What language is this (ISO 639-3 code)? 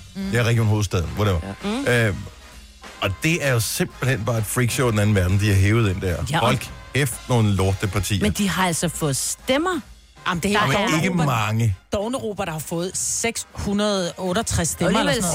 dan